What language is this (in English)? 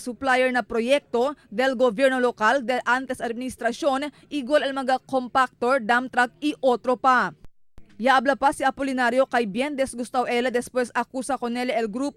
Chavacano